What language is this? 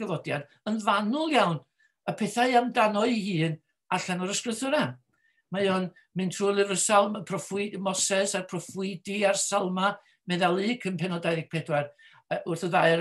Welsh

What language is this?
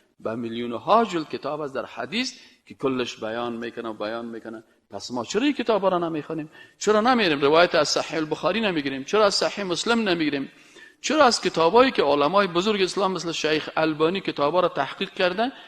Persian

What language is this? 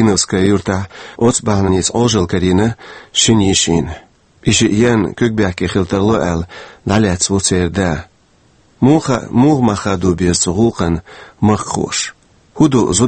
Chechen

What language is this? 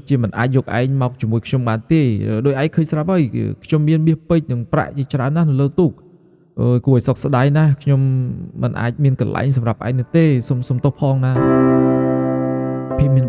Khmer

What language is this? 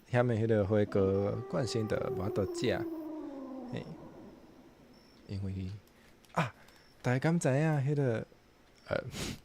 Min Nan Chinese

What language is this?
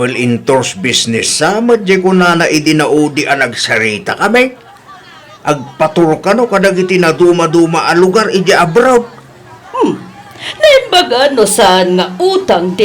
Iloko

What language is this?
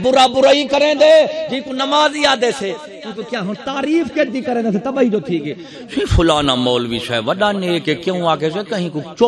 Saraiki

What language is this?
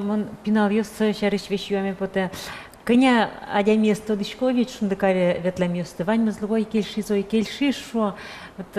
Udmurt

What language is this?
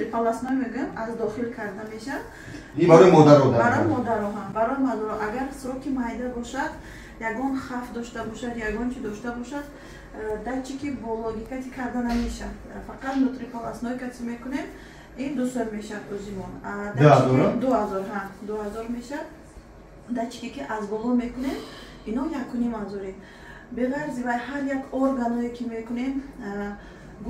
Tajik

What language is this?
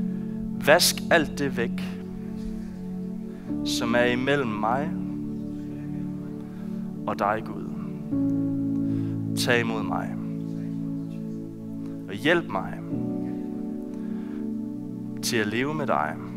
Danish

